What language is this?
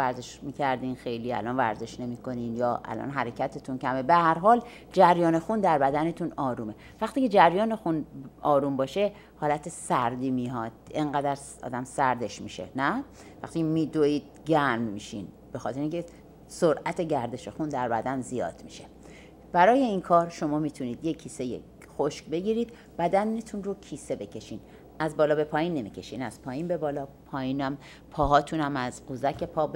Persian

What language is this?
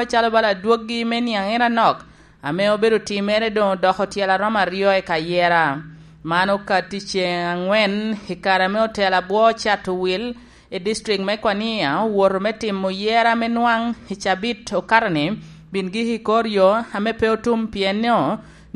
Lango (Uganda)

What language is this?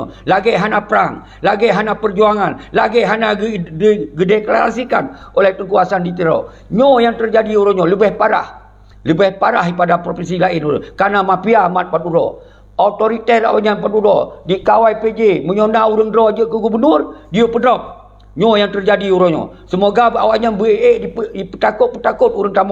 Achinese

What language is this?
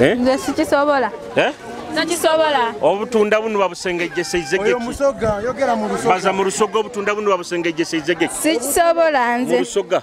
Nyoro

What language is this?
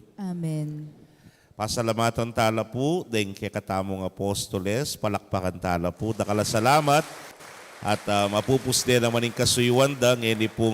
Pampanga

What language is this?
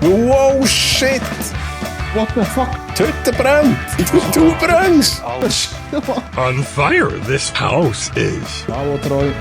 Swiss German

